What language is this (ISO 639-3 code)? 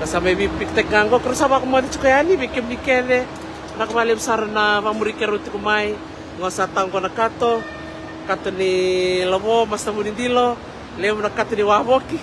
fij